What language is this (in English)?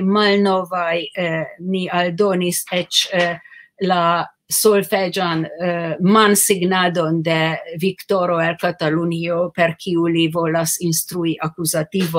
Esperanto